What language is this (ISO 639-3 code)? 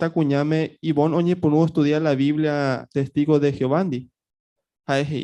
grn